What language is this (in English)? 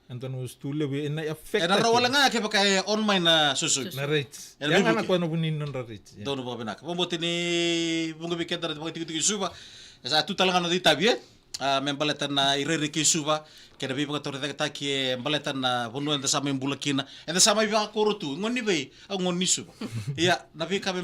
Fijian